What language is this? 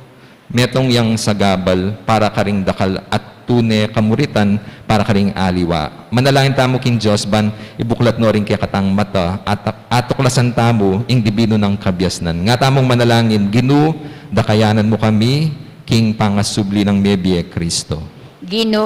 Pampanga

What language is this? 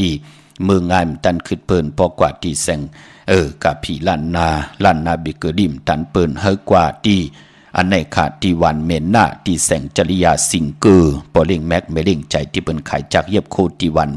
Shan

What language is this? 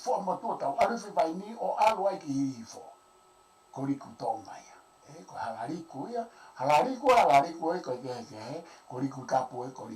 Tongan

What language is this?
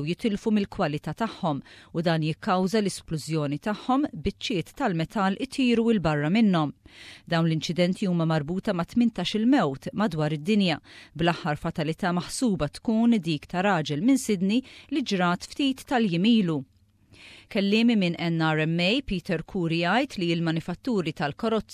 Maltese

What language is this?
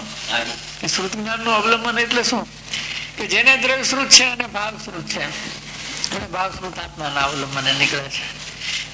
Gujarati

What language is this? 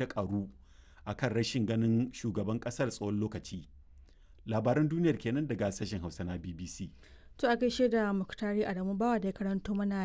Hausa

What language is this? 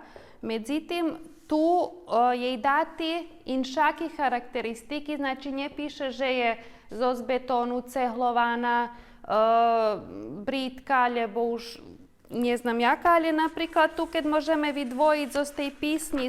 Rusyn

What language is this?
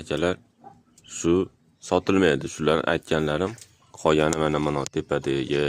Uzbek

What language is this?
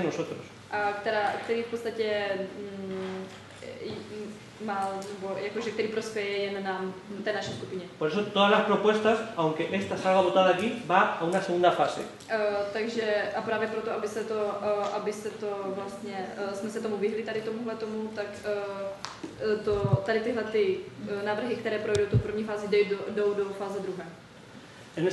Czech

